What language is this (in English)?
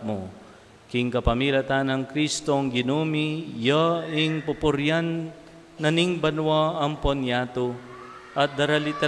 Pampanga